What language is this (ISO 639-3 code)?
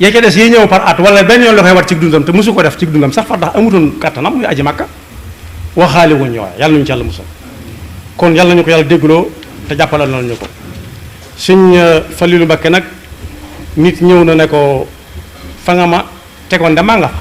wol